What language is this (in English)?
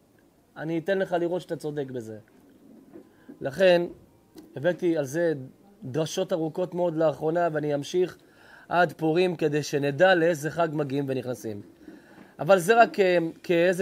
Hebrew